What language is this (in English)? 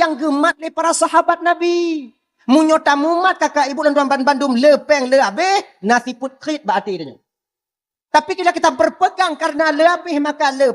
Achinese